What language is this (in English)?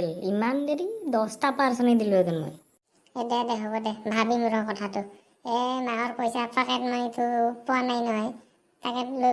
Assamese